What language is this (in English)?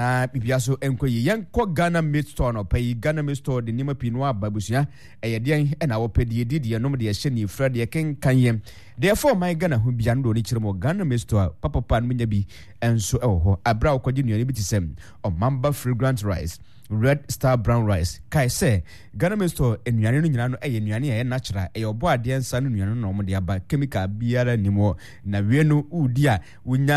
Akan